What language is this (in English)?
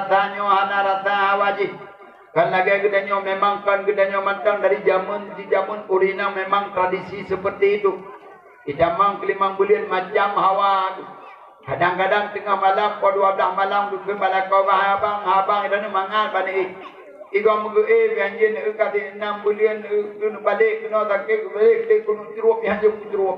Achinese